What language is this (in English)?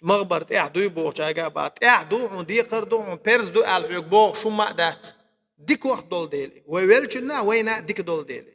Chechen